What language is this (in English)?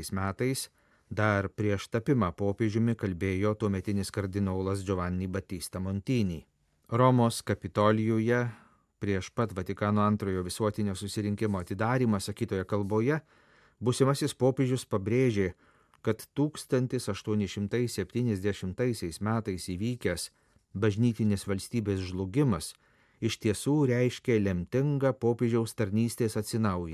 Lithuanian